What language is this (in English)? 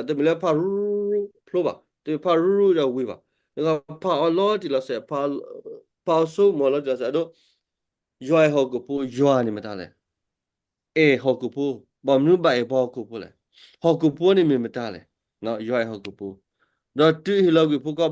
S'gaw Karen